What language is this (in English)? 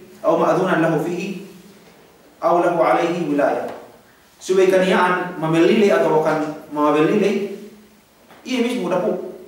Yakan